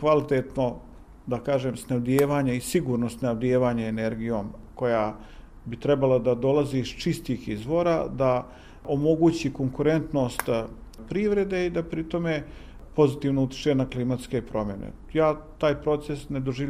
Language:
Bosnian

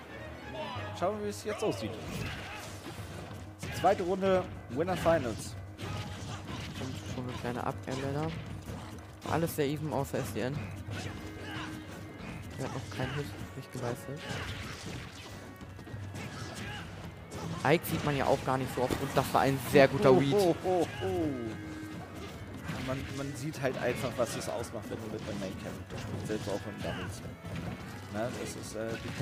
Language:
German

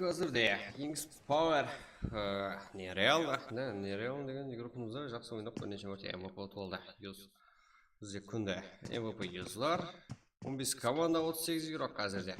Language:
Kara-Kalpak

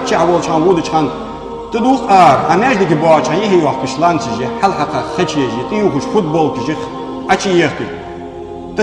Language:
Ingush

